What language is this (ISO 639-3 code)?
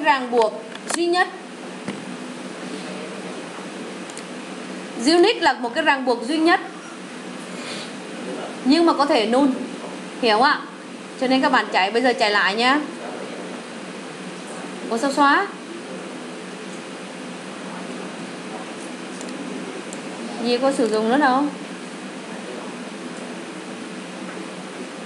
vie